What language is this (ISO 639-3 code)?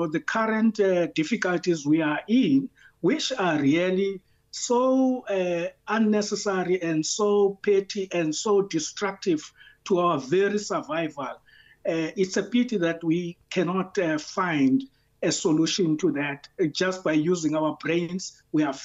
eng